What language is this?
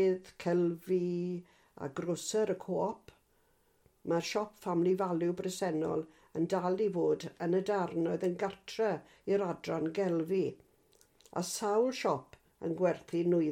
Welsh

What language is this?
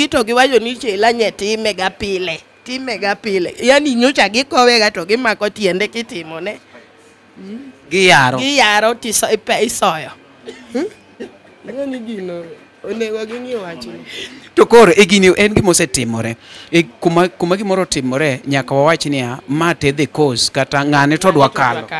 Luo (Kenya and Tanzania)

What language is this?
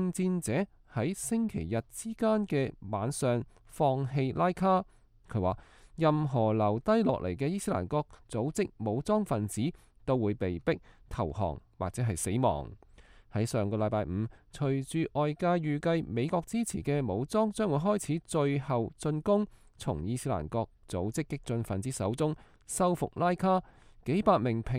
Cantonese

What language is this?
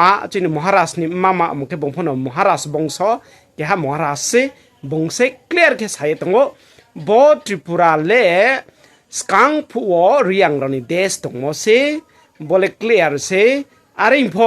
Riang (India)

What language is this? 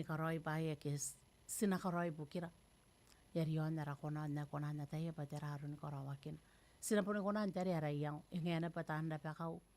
Gilbertese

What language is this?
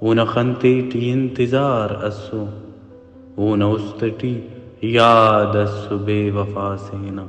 Brahui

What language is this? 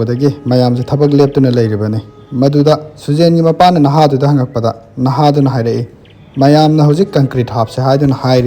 Manipuri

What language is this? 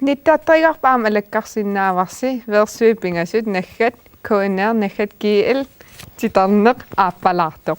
Kalaallisut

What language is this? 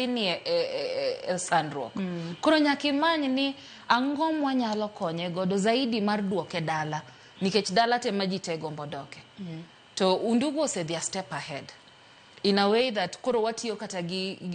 Luo (Kenya and Tanzania)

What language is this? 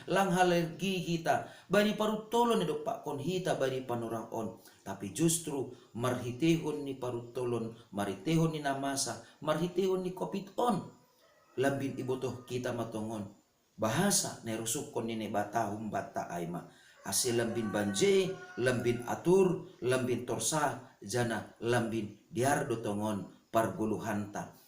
Batak Simalungun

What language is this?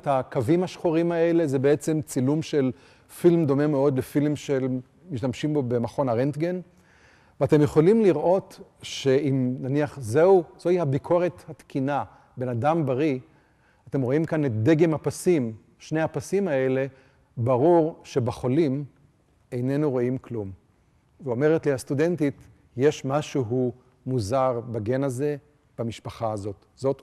Hebrew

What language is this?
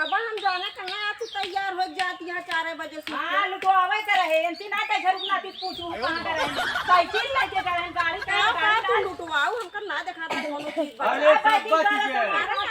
Awadhi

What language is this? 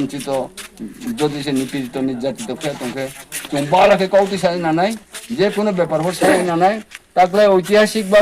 Riang (India)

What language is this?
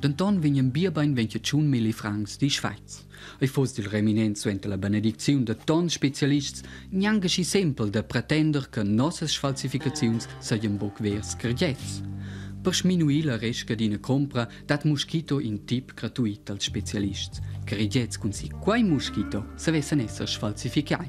Romansh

